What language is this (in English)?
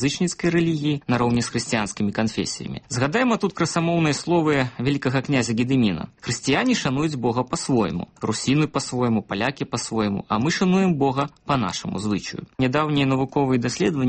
Belarusian